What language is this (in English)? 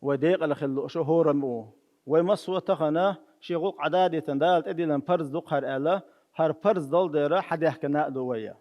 Chechen